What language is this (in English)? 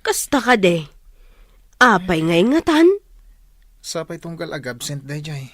Iloko